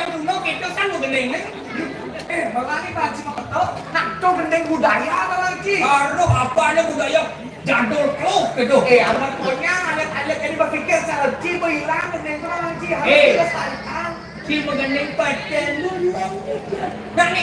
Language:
Balinese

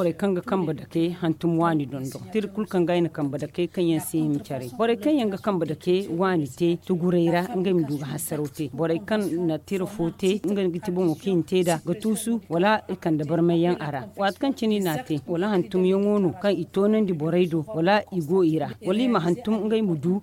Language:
Zarma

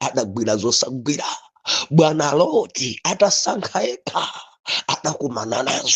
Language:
Nyanja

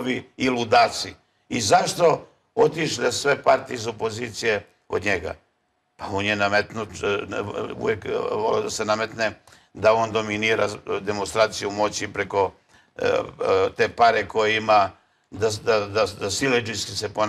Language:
Serbian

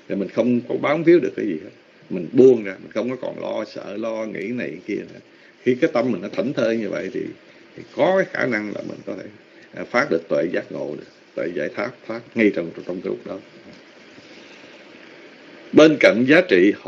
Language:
Vietnamese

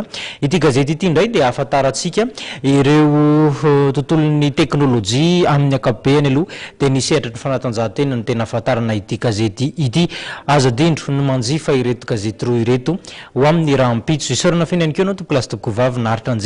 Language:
Malagasy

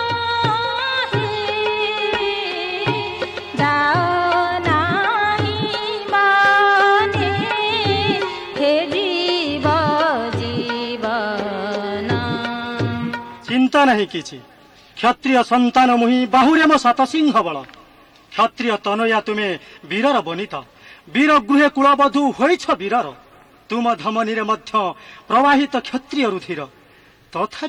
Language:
Odia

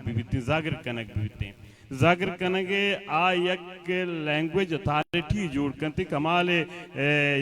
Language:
Baluchi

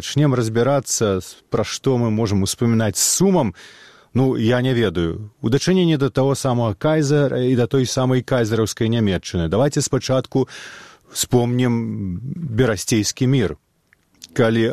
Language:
Belarusian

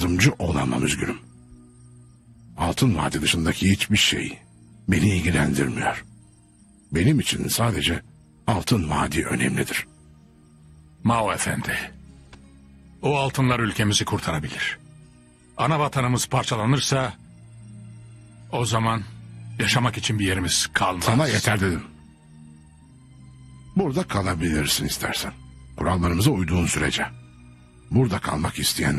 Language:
Turkish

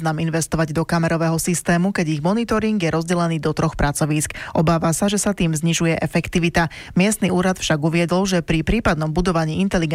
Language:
Slovak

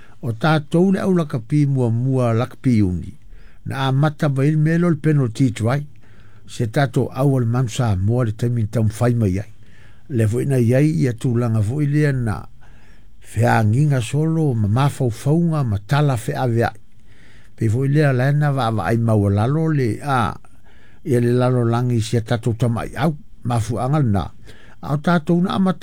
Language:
Samoan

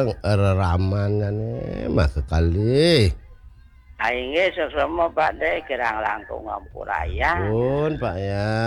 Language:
Balinese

